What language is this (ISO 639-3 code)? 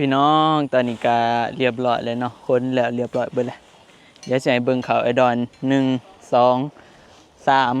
tts